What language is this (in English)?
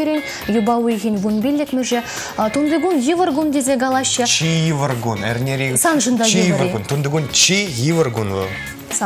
Chuvash